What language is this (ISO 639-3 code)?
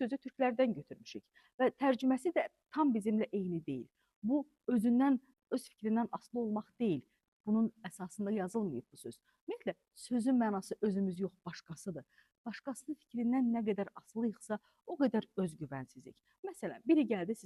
aze